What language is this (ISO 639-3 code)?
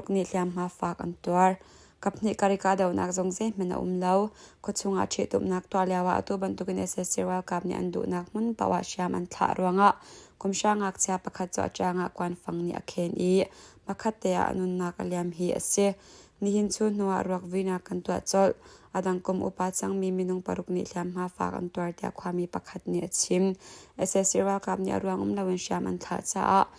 cnh